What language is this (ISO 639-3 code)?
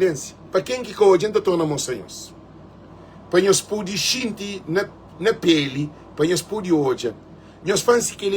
kea